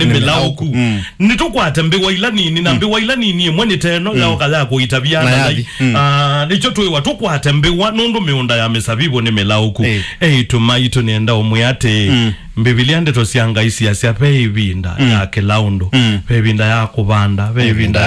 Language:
Kamba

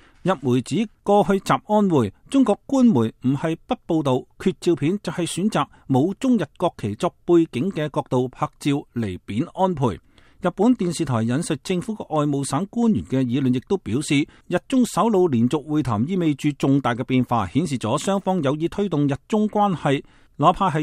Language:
Cantonese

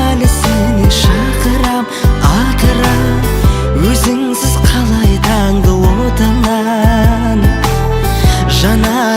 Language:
Kazakh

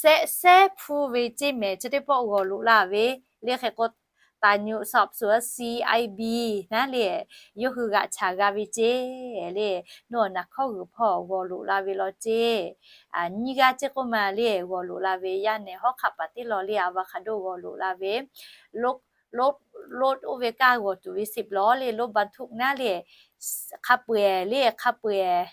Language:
Lahu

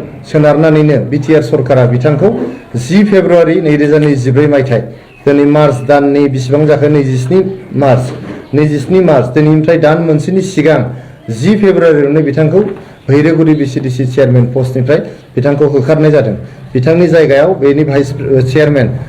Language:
Bodo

